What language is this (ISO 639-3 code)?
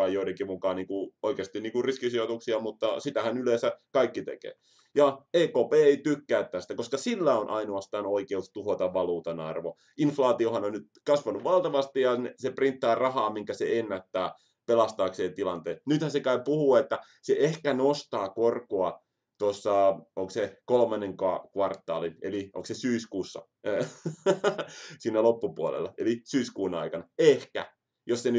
fin